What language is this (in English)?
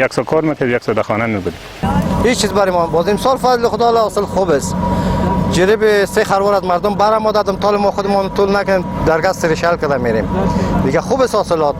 Pashto